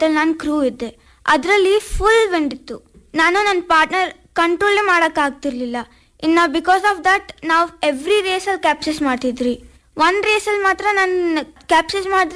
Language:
Kannada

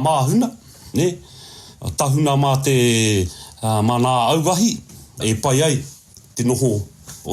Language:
Māori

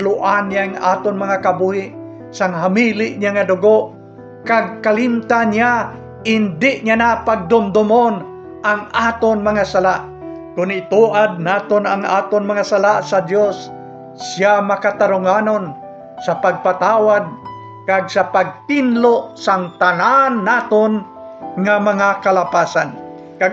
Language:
Hiligaynon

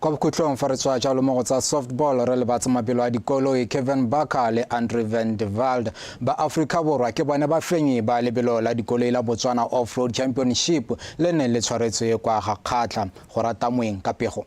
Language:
Tswana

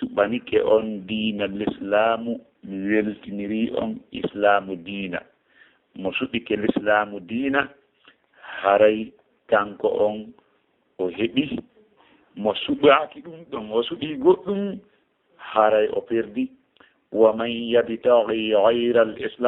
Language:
Fula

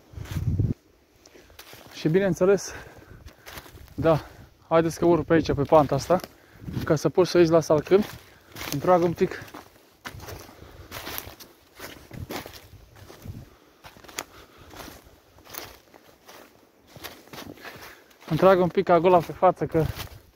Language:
Romanian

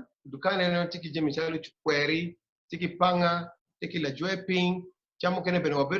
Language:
Acoli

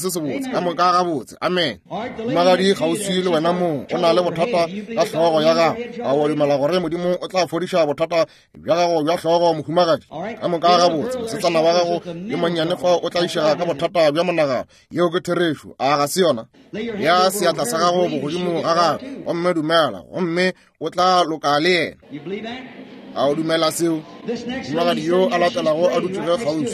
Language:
Northern Sotho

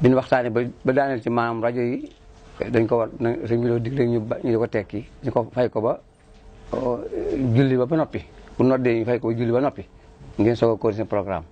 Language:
Wolof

